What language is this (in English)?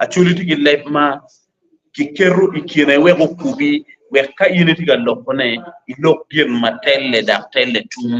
Acoli